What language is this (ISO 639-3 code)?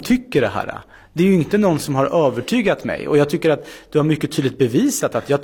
swe